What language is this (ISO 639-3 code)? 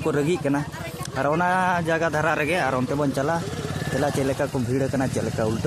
sat